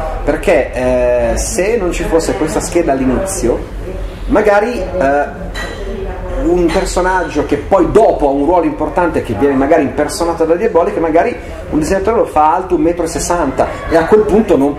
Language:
Italian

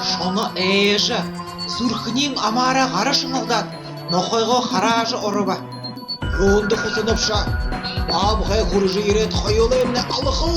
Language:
Buriat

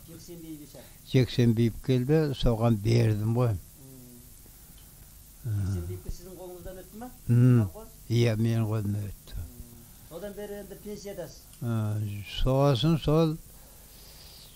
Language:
Kazakh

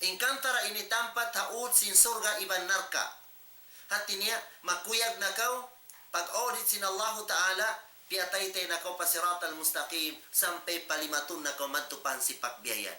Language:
Tausug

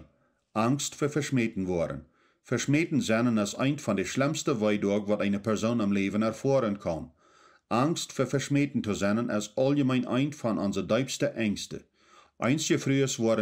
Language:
Plautdietsch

